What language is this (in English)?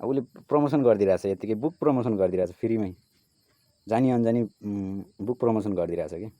Nepali